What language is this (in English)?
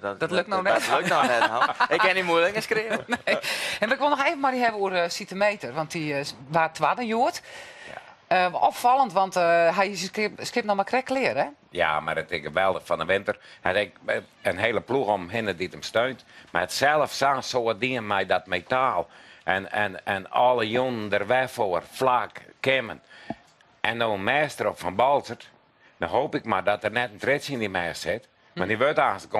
Western Frisian